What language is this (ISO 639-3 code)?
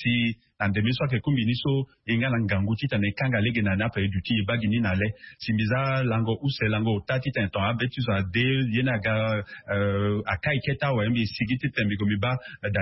sag